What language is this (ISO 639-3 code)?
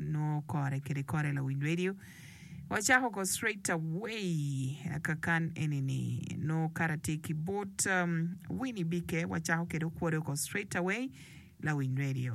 ach